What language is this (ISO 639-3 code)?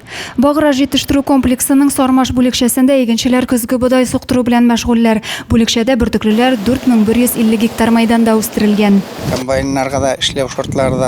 tat